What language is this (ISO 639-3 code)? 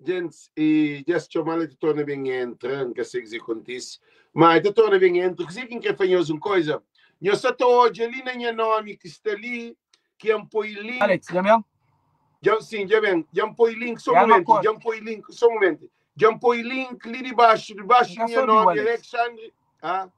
kea